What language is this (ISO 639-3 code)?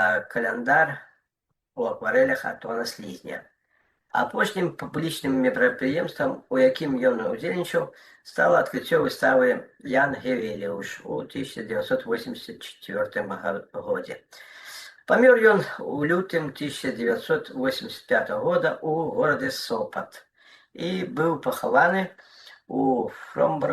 bel